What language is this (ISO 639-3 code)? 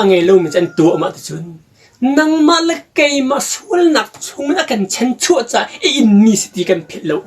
cnh